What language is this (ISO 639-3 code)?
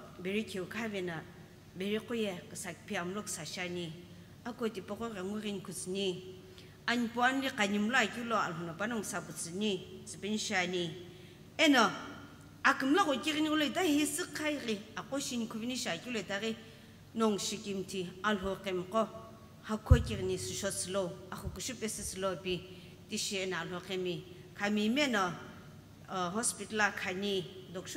nsm